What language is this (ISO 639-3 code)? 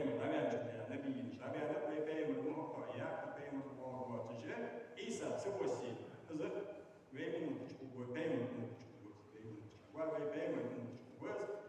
inh